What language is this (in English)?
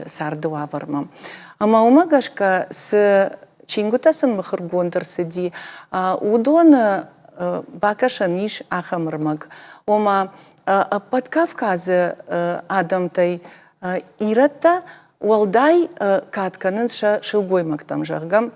Ossetic